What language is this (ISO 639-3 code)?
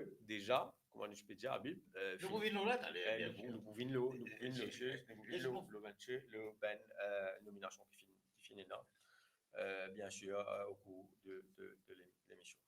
mfe